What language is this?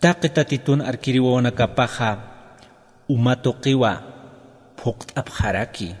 Aymara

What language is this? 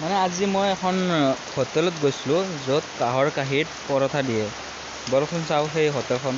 Assamese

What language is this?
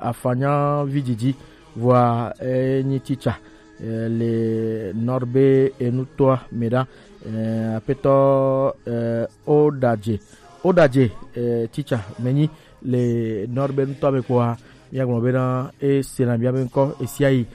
Gen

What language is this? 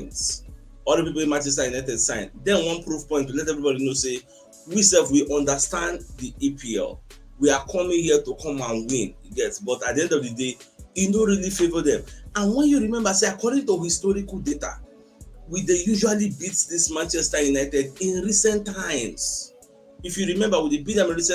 Nigerian Pidgin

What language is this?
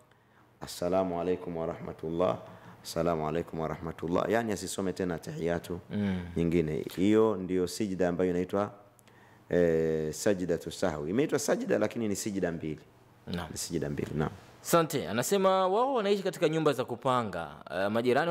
Swahili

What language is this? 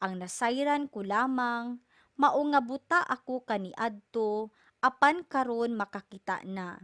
Cebuano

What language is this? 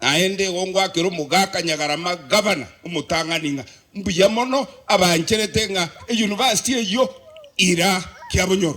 Gusii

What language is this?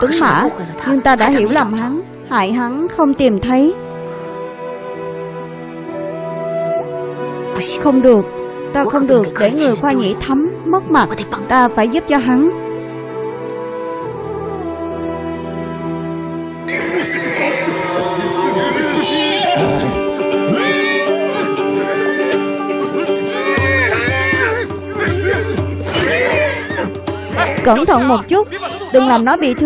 Vietnamese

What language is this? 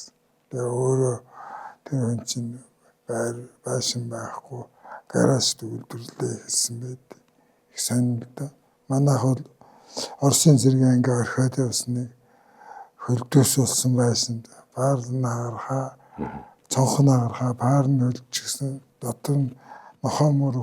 Mongolian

